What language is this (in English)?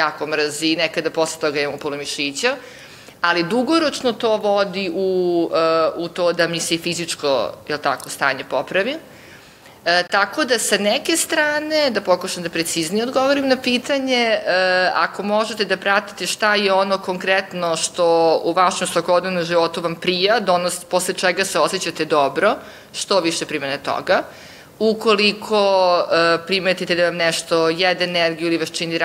Serbian